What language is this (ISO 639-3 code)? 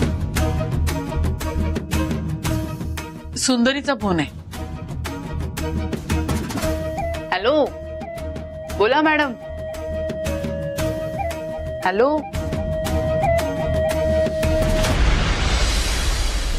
mar